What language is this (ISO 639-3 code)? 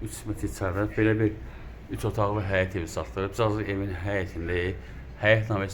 aze